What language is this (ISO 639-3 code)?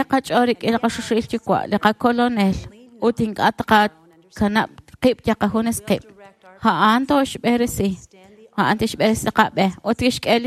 kek